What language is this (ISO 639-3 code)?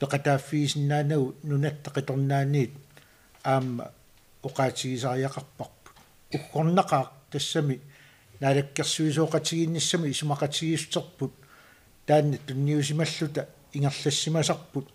kal